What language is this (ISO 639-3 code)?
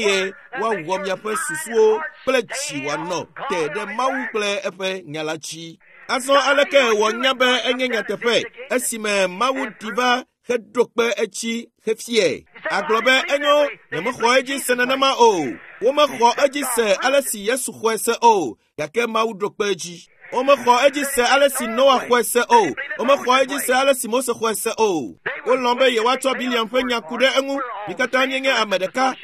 ewe